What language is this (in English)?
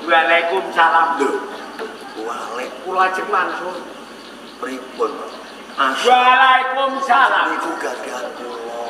Javanese